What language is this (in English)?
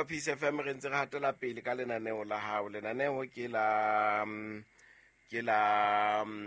Southern Sotho